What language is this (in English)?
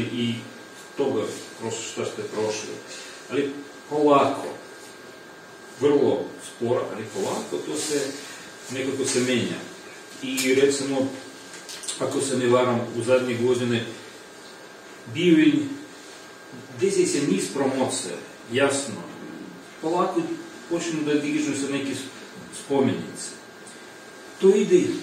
Serbian